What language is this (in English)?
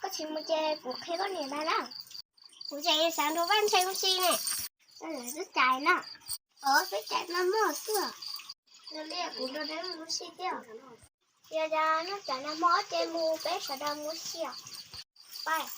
Hmong